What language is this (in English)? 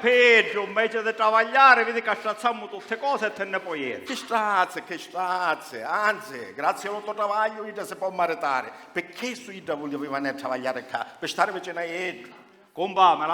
Sicilian